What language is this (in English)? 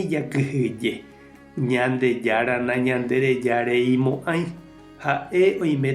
Guarani